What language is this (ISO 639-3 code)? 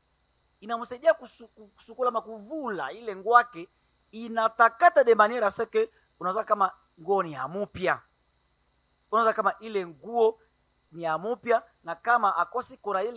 swa